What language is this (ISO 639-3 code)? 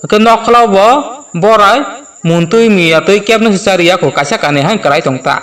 trp